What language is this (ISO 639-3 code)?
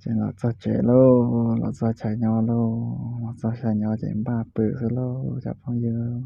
hmn